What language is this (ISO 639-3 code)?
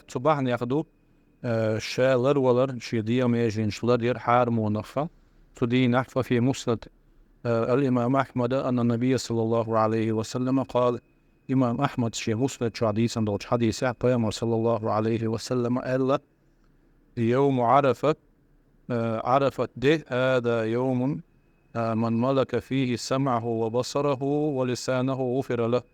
che